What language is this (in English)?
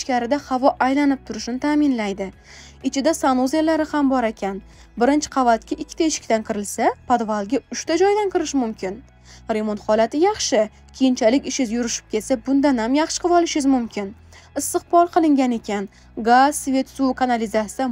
Uzbek